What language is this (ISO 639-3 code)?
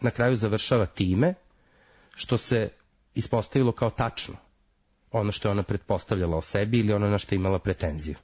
srp